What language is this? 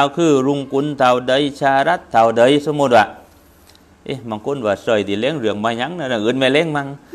Thai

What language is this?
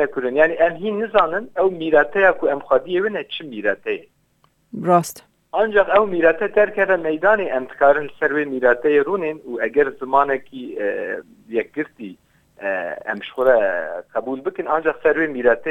Kurdish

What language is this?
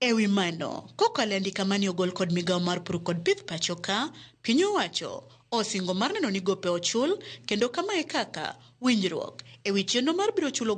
Luo (Kenya and Tanzania)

